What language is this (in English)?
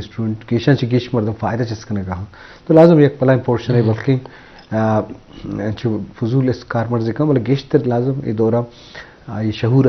Baluchi